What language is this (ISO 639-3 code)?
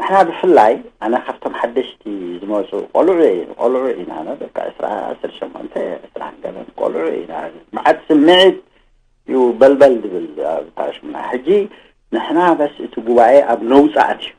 tir